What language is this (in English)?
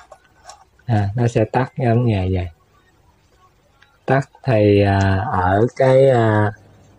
Vietnamese